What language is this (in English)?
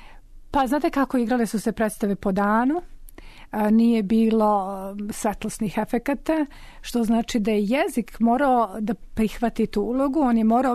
Serbian